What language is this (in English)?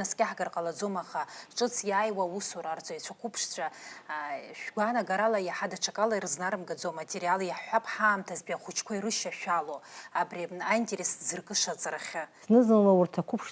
Abkhazian